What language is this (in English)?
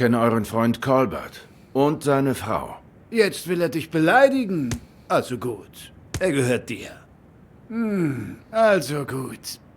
Swiss German